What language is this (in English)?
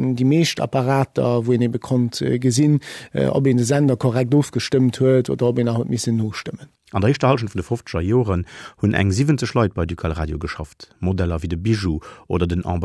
Luxembourgish